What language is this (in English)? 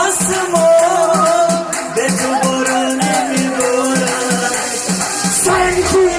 Tajik